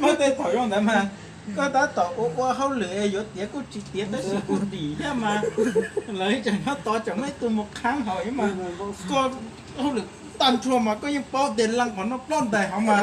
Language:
Hmong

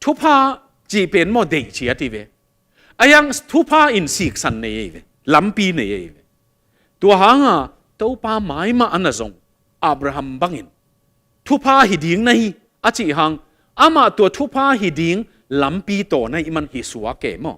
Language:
Tedim Chin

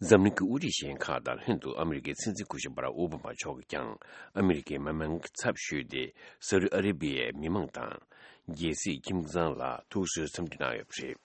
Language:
Tibetan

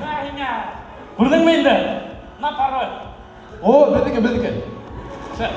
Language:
Bashkir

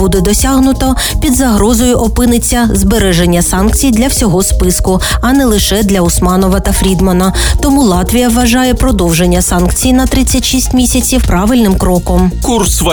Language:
Ukrainian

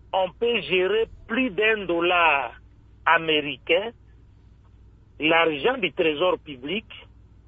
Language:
French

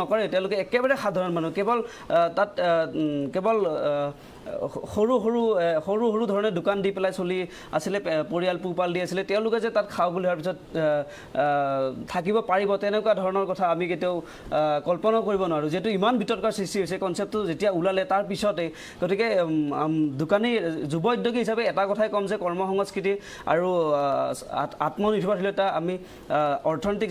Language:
Assamese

